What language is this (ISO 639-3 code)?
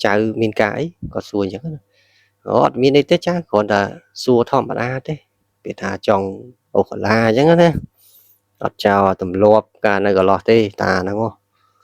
khm